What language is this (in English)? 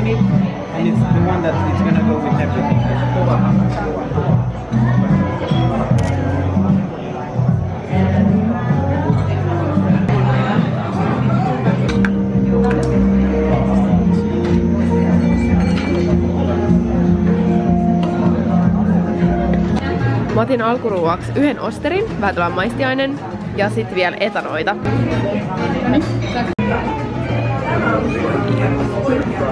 Finnish